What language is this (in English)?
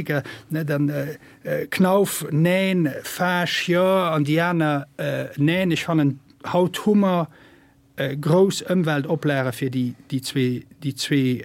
Luxembourgish